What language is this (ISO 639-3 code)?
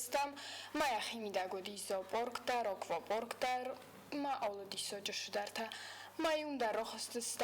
oss